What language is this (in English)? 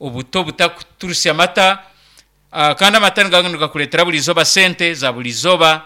Nyankole